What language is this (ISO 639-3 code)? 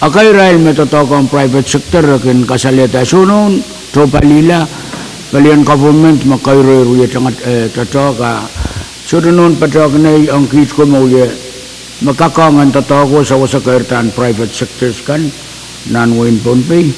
pon